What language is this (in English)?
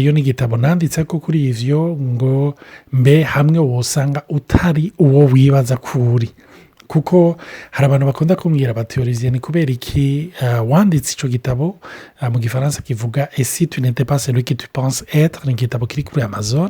Rundi